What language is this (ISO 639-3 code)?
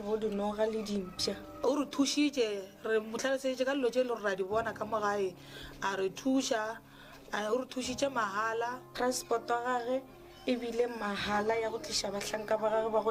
nso